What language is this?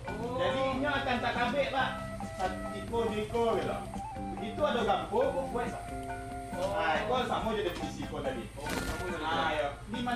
Minangkabau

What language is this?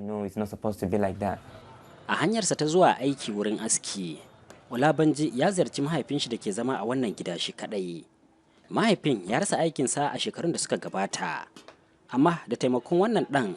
Hausa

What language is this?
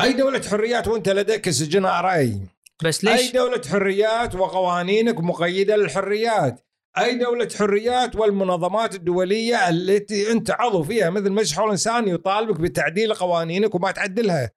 Gulf Arabic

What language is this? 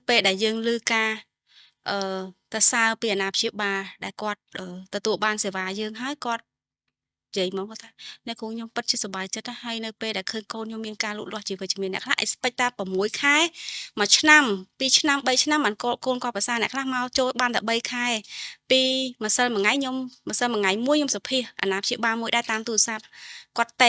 Khmer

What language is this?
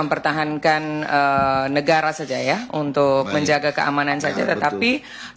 Indonesian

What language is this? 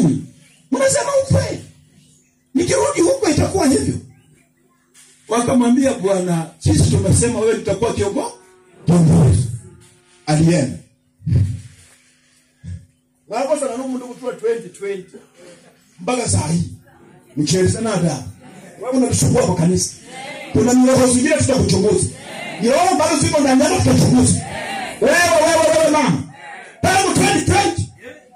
Swahili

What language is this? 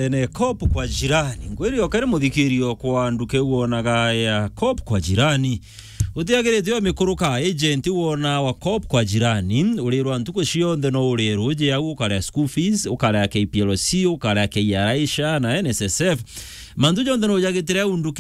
Meru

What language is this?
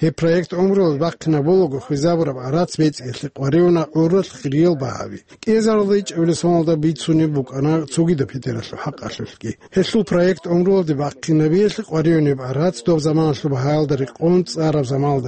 Avaric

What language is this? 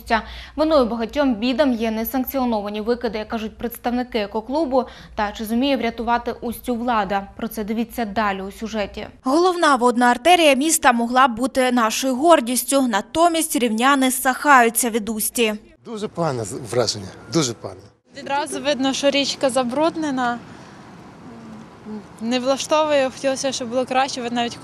Ukrainian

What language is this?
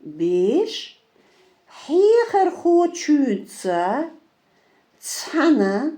Chechen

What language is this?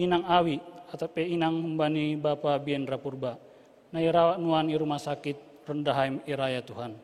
Batak Simalungun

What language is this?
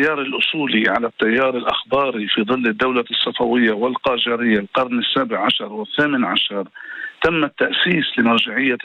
Arabic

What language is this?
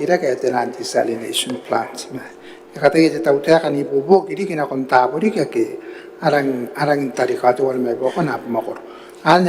Gilbertese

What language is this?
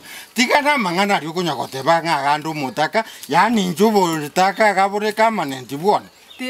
Gusii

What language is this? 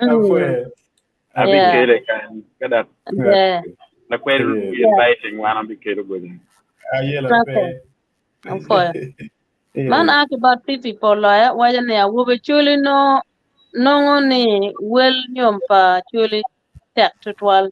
Acoli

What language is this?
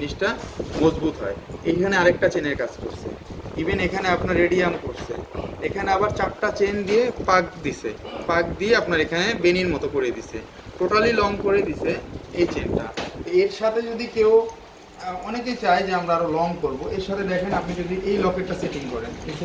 Bangla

